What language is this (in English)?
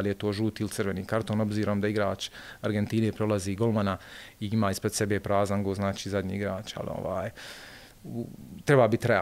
Bosnian